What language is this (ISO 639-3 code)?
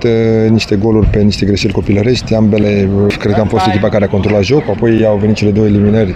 ron